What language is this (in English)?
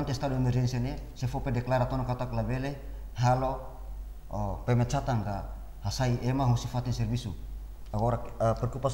Tetum